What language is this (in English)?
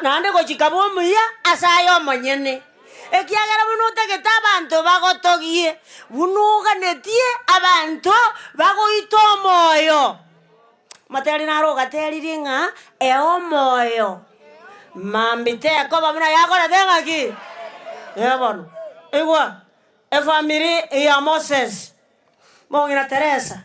Gusii